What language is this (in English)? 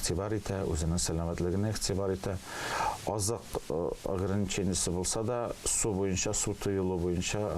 Tatar